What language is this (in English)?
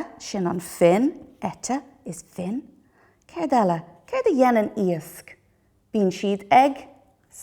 Irish